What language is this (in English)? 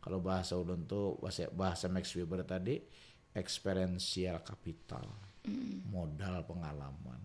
Banjar